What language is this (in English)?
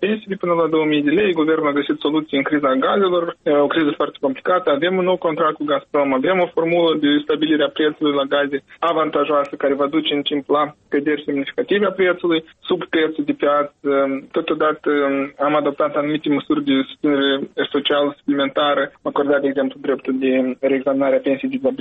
Romanian